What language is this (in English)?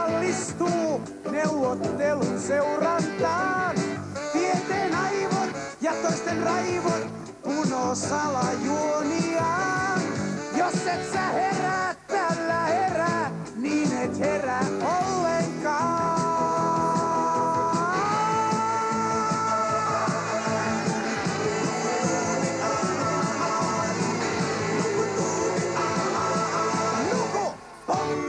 Finnish